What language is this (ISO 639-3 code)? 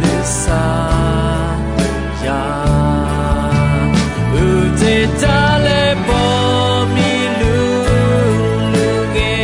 ahk